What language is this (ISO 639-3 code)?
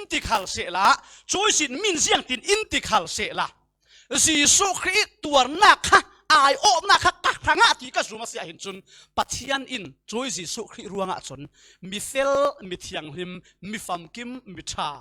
cfm